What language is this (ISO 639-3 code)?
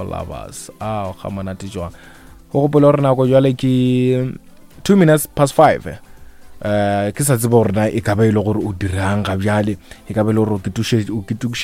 nso